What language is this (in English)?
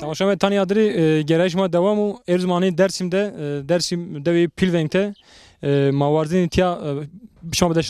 Zaza